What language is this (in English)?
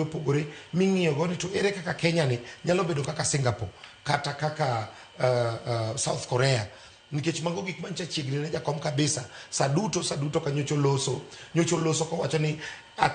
Luo (Kenya and Tanzania)